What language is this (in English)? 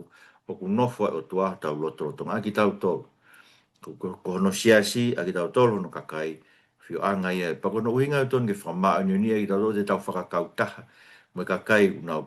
Tongan